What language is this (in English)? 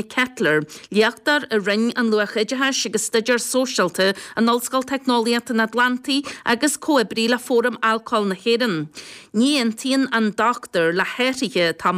Irish